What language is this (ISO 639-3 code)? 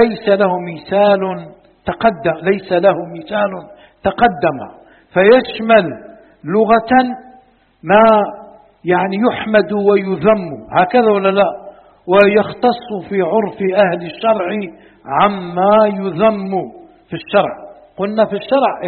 ara